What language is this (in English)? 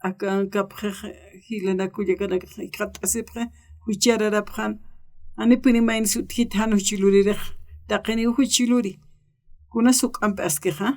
Aymara